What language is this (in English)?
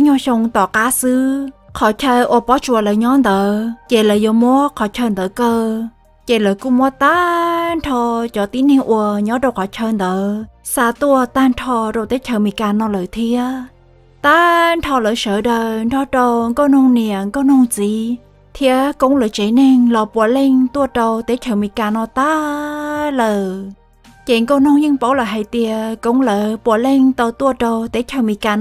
Hmong